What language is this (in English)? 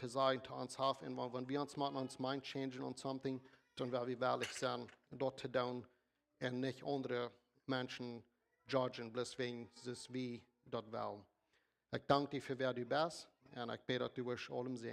Plautdietsch